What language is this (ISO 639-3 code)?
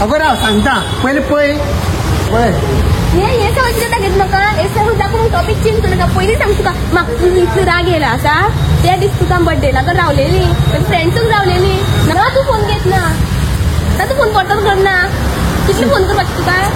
kok